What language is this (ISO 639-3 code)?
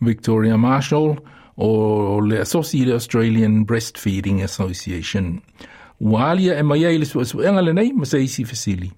smo